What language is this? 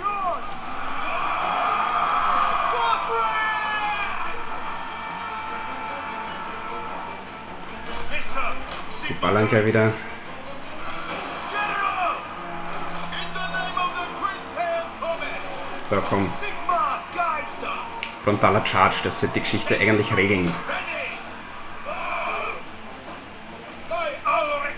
German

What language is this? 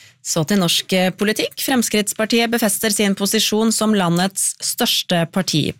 Norwegian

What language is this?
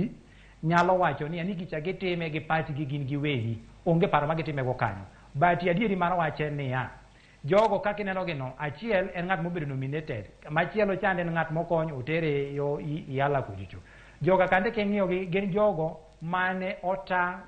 Luo (Kenya and Tanzania)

